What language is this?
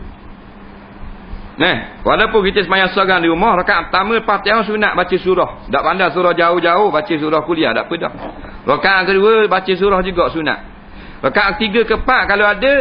Malay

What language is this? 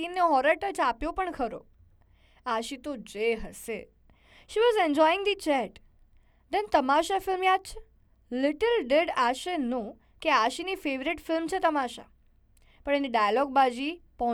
Gujarati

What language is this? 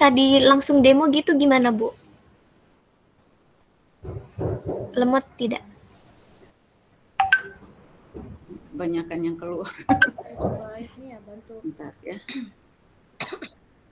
Indonesian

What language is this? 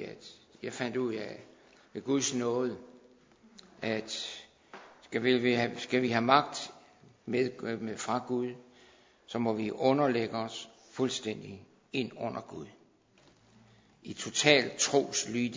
Danish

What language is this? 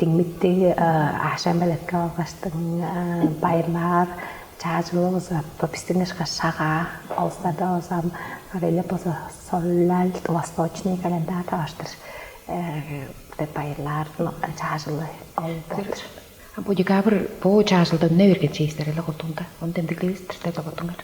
Tuvinian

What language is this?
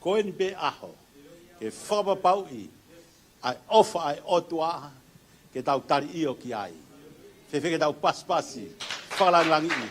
Tongan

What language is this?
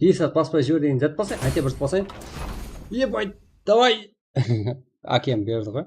Kara-Kalpak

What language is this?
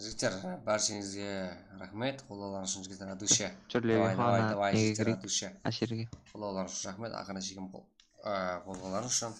Kara-Kalpak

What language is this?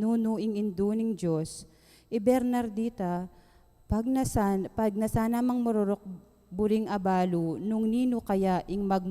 Pampanga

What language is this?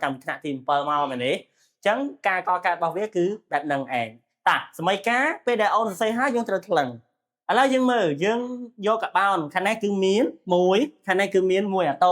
Khmer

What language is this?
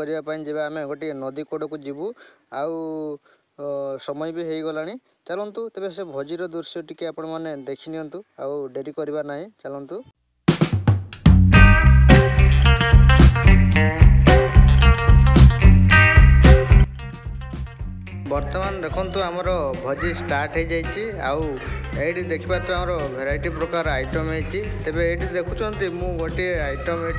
Odia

